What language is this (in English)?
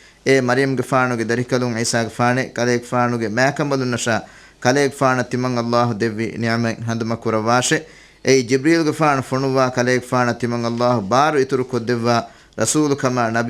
Divehi